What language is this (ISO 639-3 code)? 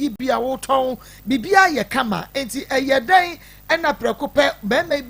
aka